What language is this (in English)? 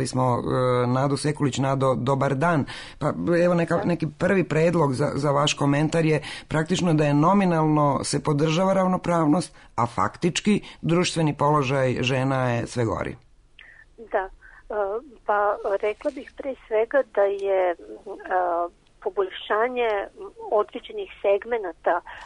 Serbian